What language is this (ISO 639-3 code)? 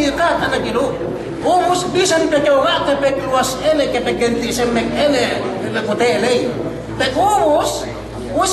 yka